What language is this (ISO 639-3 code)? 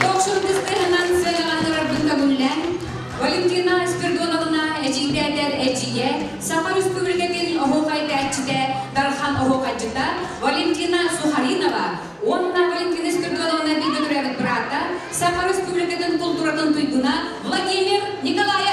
sah